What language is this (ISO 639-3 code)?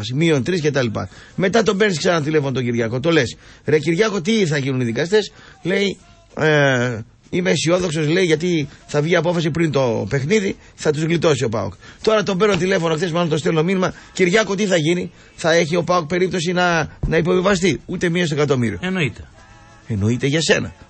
ell